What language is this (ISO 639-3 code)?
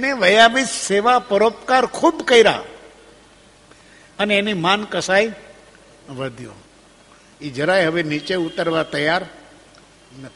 guj